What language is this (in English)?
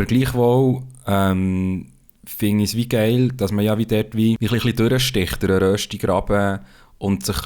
Swiss German